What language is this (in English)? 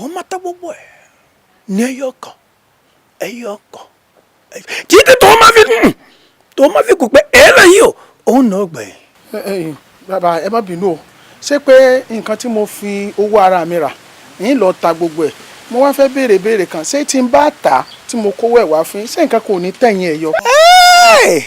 Yoruba